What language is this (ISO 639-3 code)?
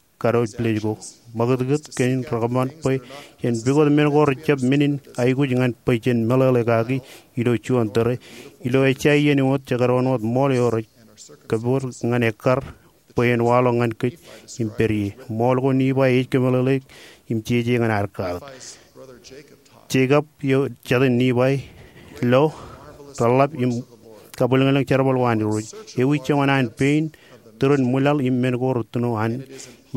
mah